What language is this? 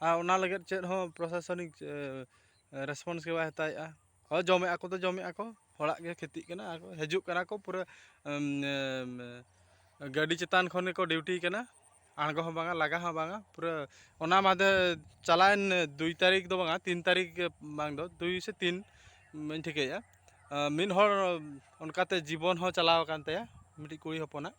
Santali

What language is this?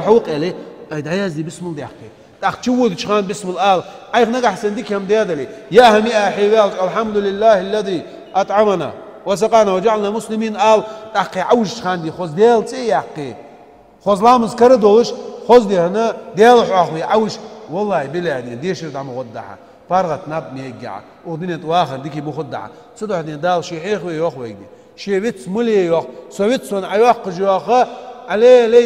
Ingush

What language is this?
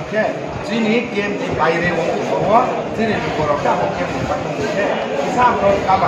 Riang (India)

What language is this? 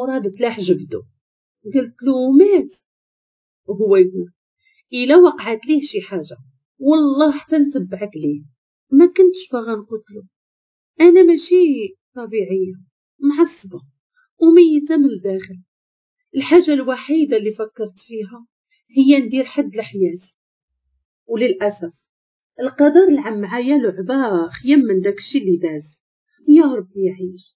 Moroccan Arabic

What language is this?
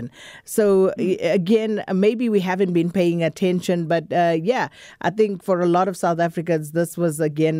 English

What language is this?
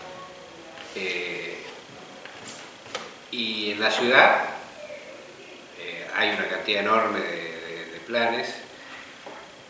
Spanish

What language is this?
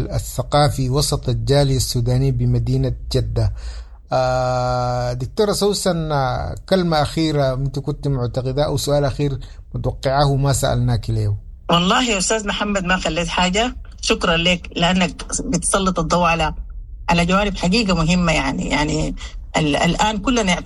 Sudanese Arabic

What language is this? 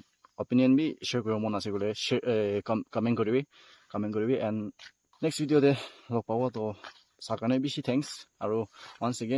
Naga Pidgin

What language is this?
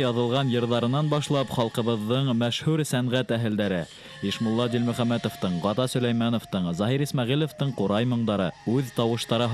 Bashkir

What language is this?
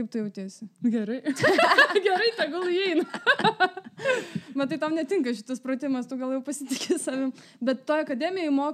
Lithuanian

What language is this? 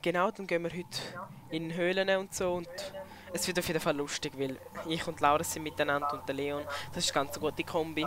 Swiss German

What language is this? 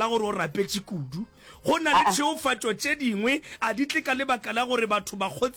Northern Sotho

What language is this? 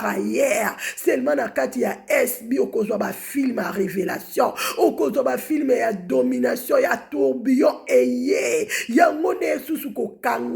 Lingala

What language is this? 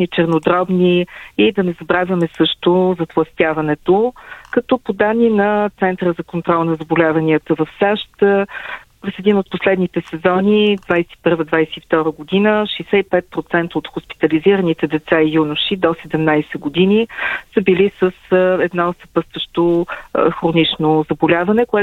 Bulgarian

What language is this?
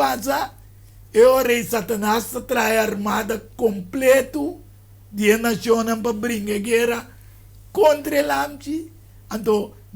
Papiamento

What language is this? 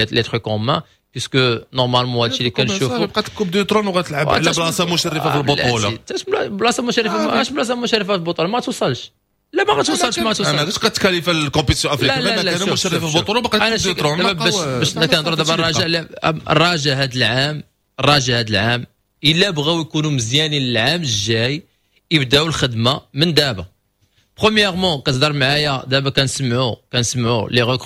Moroccan Arabic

